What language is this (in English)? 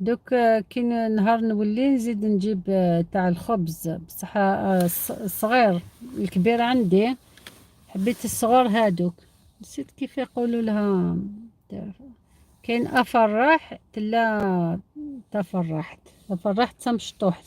Algerian Arabic